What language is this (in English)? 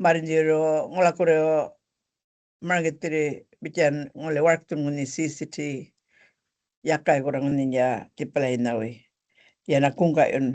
Gumatj